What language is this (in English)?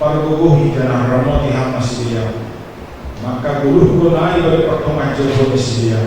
Batak Simalungun